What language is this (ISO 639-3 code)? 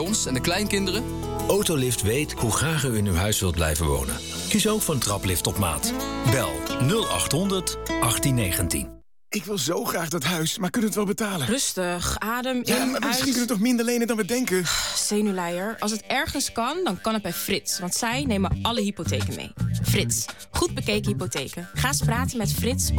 nld